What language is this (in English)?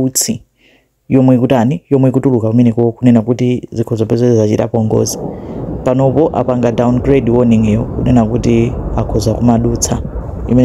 Nyanja